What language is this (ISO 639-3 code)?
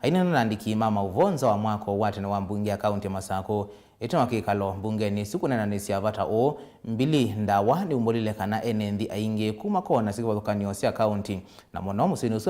kam